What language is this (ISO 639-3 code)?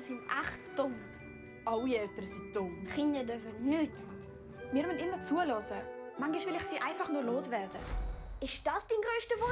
gsw